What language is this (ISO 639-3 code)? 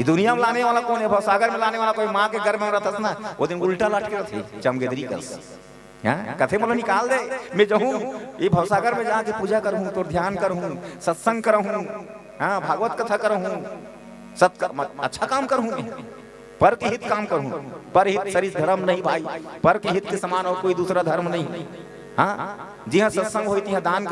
hne